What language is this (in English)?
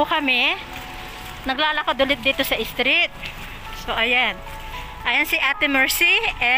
Filipino